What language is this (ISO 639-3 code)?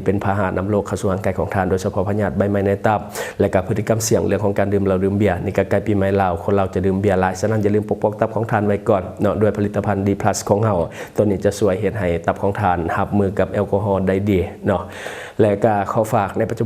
lao